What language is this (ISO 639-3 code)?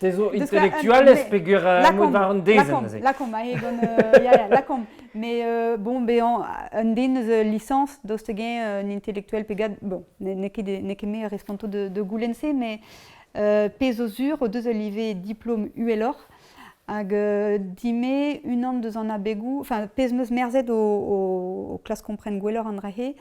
bre